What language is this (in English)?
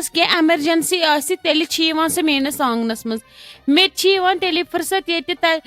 Kashmiri